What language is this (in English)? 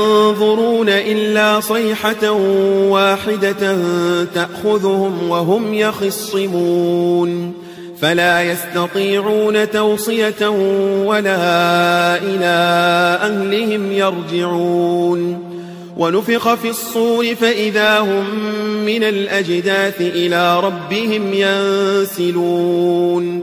Arabic